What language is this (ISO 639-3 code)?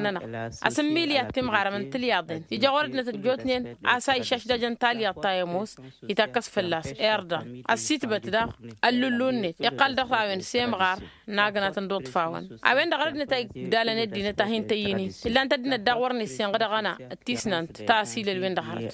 taq